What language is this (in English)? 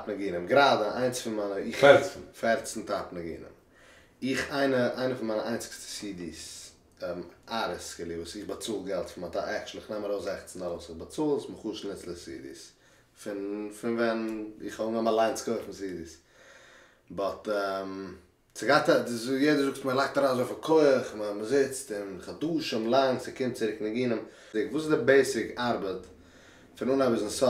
Yiddish